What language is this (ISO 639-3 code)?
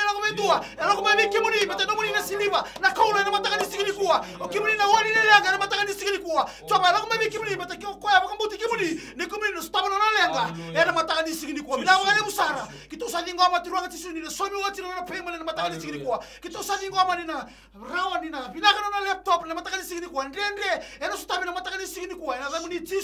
fij